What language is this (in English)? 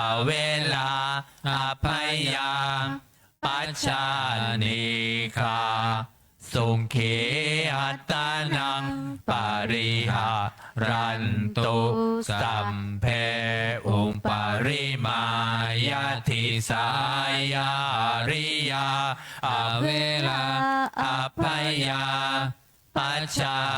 Pali